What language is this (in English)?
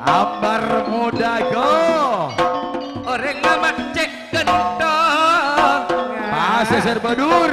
Madurese